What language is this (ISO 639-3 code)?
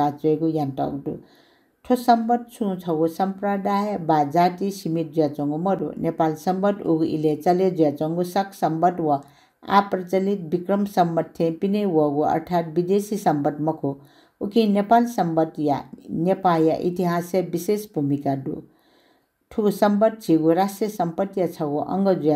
new